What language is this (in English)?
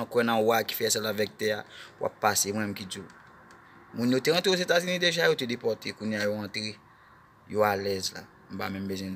Haitian Creole